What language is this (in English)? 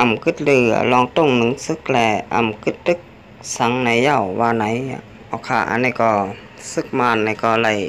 Shan